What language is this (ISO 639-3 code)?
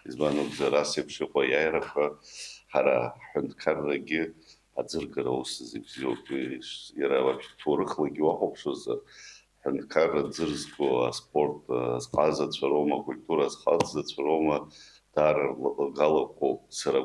abk